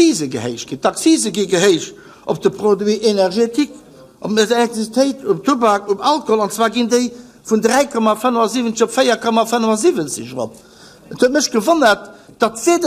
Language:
Luxembourgish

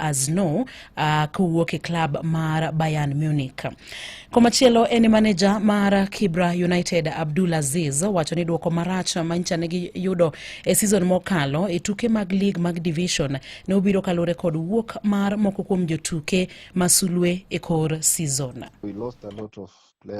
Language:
Luo (Kenya and Tanzania)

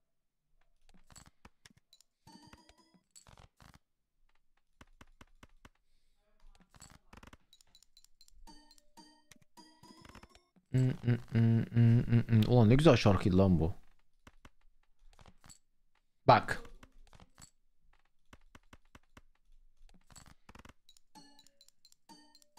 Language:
Turkish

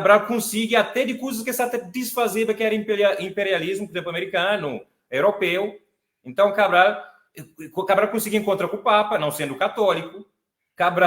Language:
Kabuverdianu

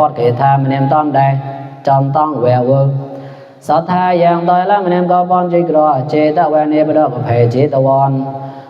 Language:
Mon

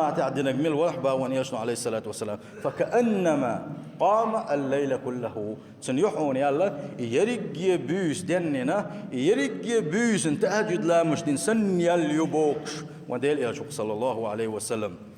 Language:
Chechen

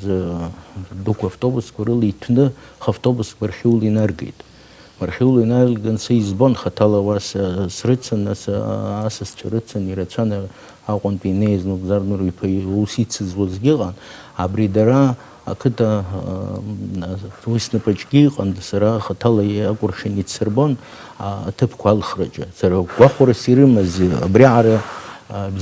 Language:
Abkhazian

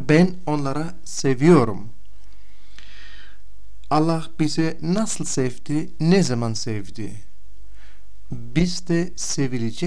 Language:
Turkish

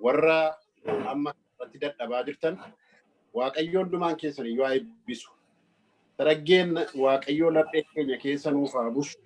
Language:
Oromo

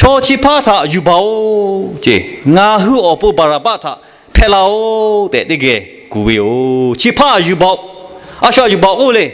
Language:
Lahu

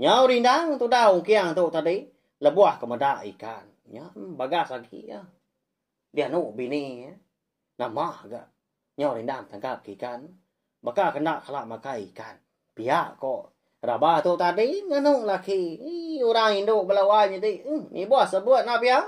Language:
Iban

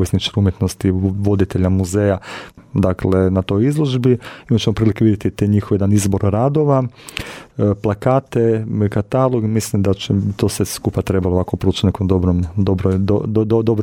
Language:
Croatian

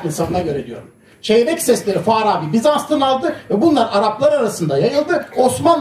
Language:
Turkish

